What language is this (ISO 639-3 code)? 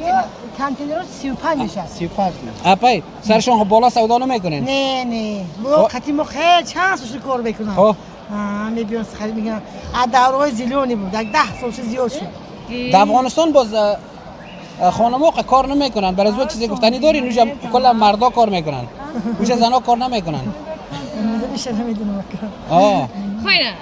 tgk